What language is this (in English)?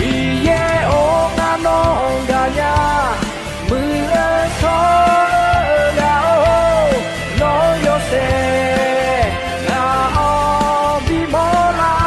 Akha